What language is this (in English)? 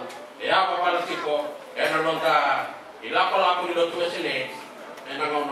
Fijian